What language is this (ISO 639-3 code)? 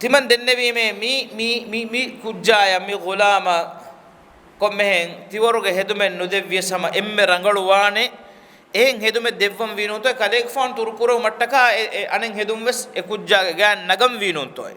div